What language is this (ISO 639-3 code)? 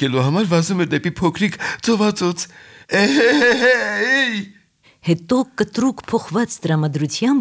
hye